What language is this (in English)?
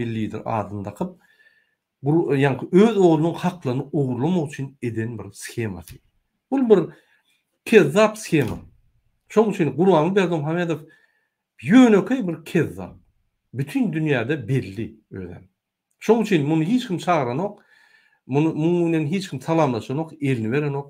Turkmen